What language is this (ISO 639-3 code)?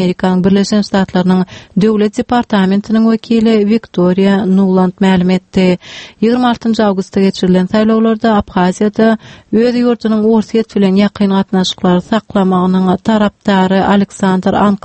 tuk